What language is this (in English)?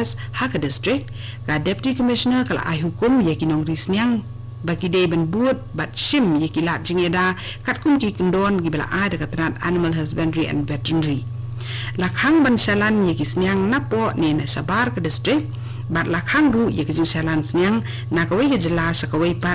Khasi